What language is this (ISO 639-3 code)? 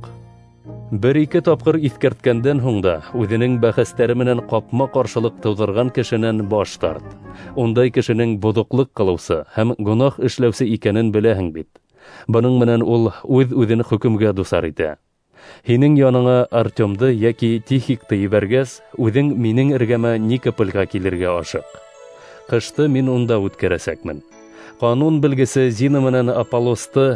bak